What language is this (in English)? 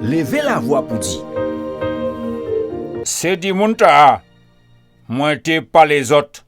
Guadeloupean Creole French